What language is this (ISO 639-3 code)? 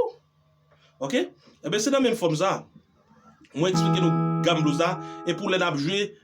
hat